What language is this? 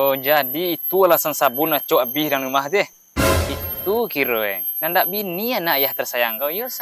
Minangkabau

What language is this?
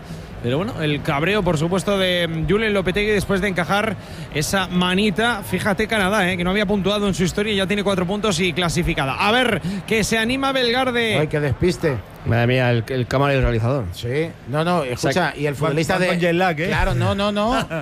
Spanish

